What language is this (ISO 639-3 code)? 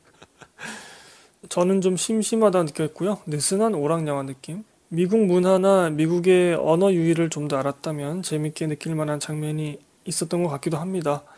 kor